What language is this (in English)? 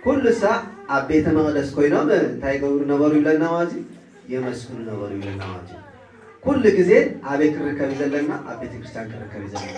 Tigrinya